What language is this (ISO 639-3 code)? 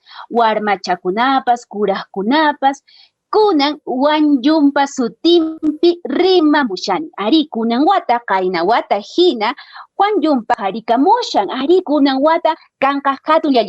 que